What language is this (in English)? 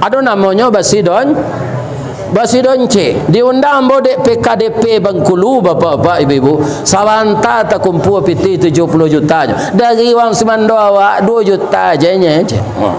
Minangkabau